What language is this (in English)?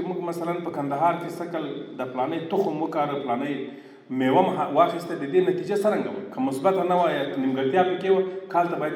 Pashto